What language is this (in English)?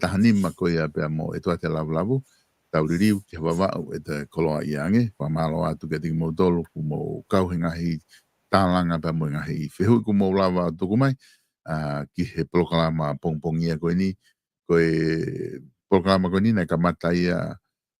Tongan